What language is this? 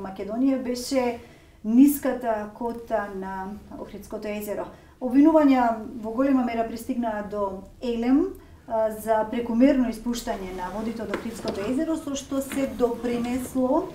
Macedonian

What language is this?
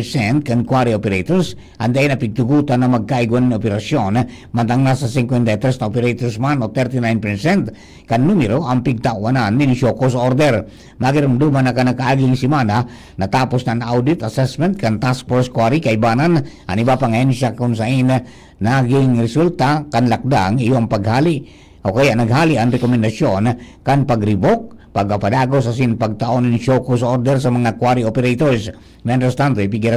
Bikol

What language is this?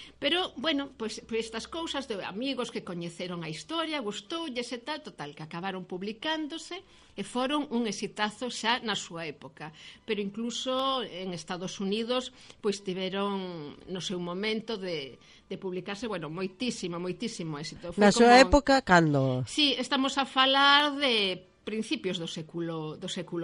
Galician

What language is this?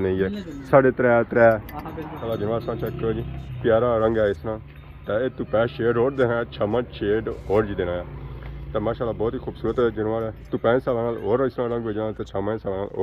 Pahari-Potwari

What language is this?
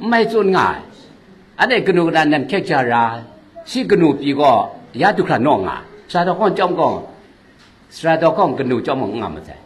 Kachin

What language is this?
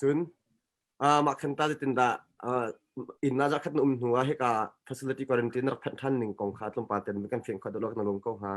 Hakha Chin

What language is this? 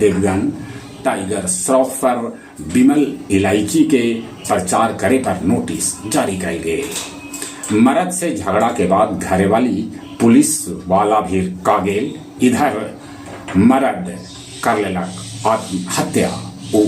Magahi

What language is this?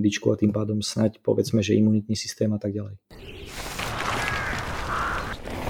Slovak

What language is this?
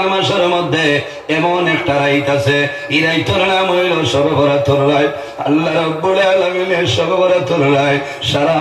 Sylheti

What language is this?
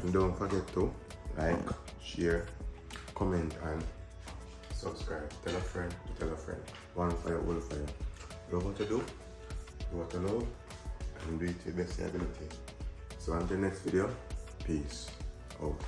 Jamaican Creole English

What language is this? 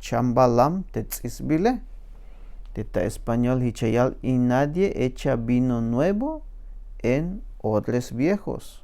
Tzeltal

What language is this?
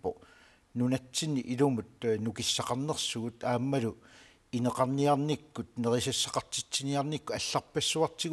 Kalaallisut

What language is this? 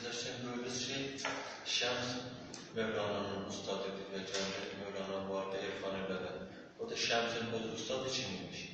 South Azerbaijani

